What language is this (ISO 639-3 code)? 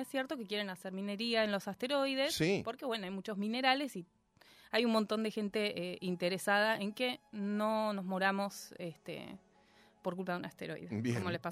spa